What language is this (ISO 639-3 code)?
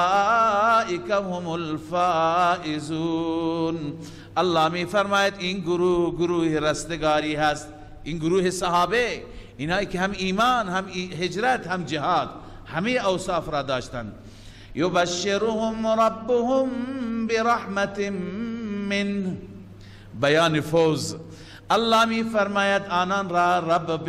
fas